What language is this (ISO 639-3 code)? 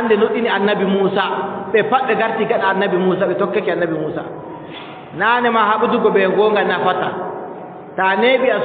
fub